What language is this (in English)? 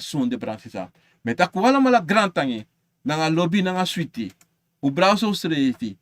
Sranan Tongo